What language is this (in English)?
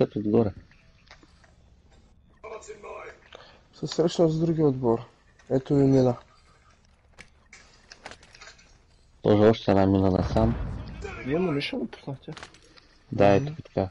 Bulgarian